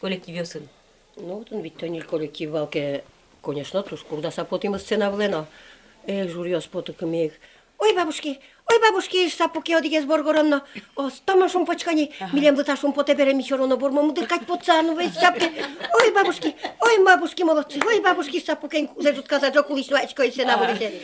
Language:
Udmurt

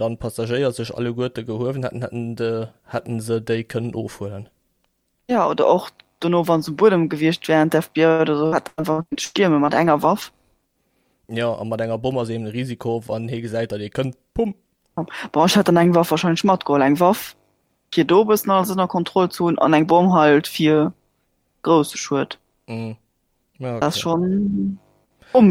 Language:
Luxembourgish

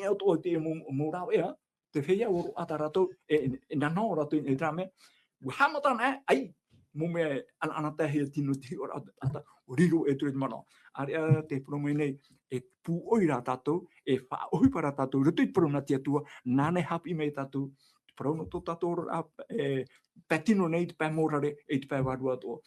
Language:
Tahitian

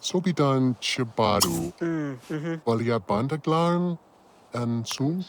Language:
Bavarian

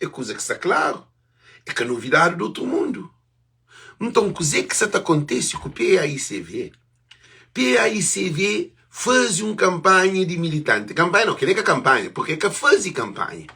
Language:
Kabuverdianu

